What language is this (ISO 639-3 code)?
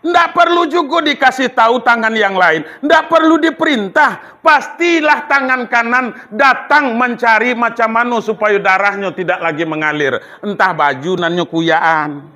min